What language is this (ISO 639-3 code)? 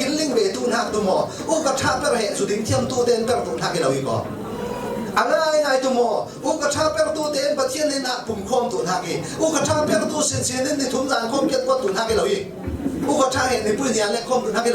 cfm